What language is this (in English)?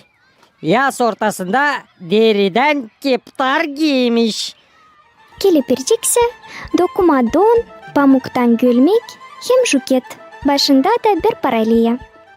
Gagauz